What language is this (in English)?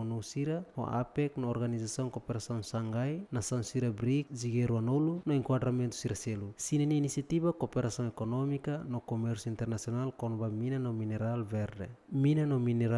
Tetum